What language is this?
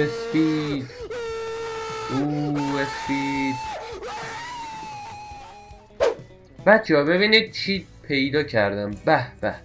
Persian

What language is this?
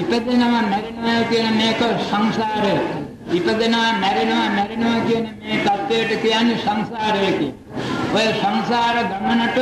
Sinhala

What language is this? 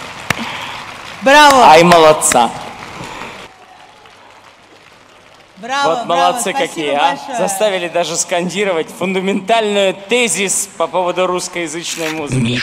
Russian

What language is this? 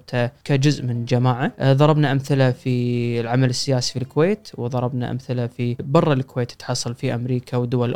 Gulf Arabic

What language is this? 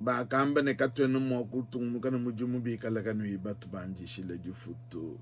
Luba-Lulua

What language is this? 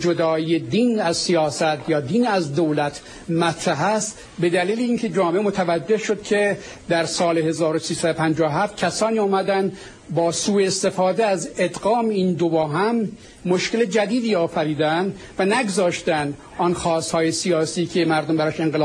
Persian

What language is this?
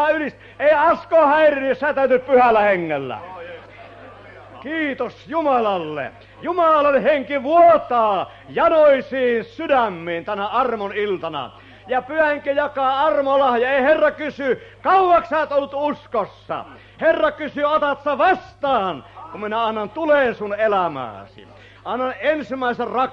Finnish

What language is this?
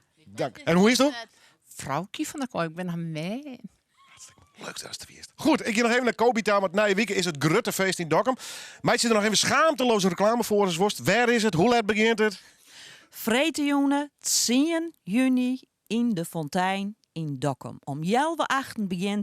Western Frisian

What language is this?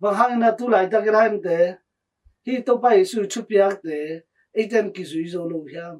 Tedim Chin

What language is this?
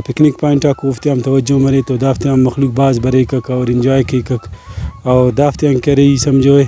Brahui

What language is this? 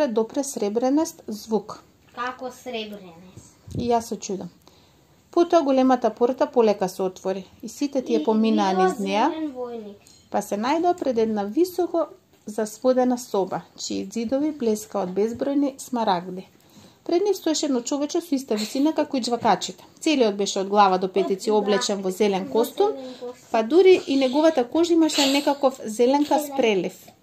Macedonian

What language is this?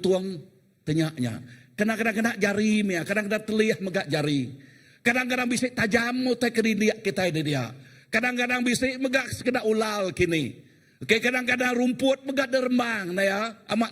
Iban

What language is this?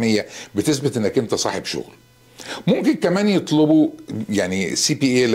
Egyptian Arabic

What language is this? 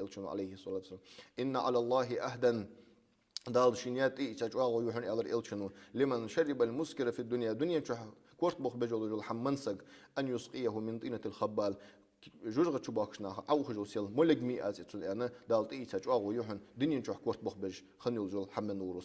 Ingush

